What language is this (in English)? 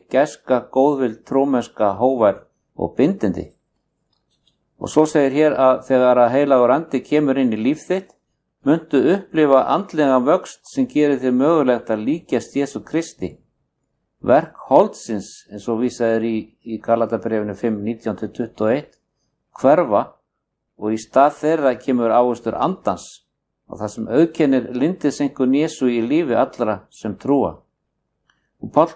Icelandic